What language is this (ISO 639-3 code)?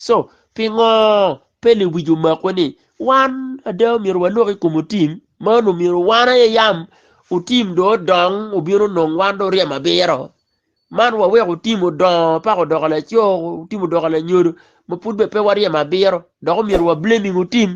ach